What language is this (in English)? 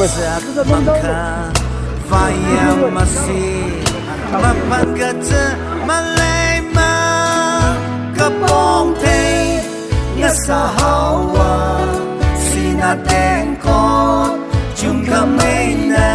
Tangkhul Naga (India)